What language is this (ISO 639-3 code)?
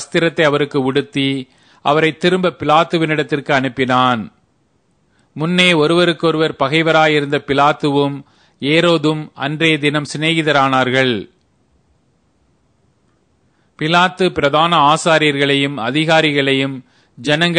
tam